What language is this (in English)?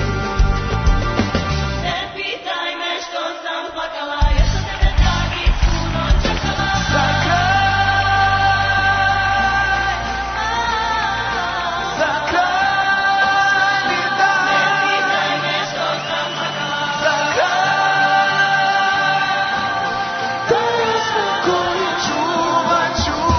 Serbian